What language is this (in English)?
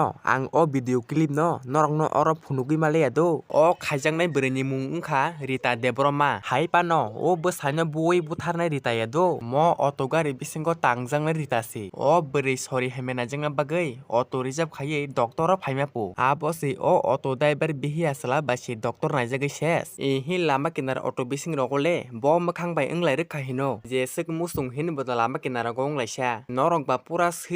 Kok Borok